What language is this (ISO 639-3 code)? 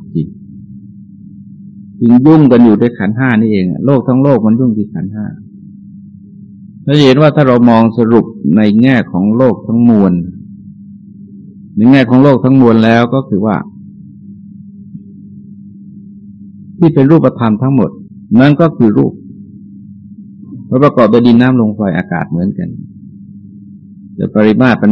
tha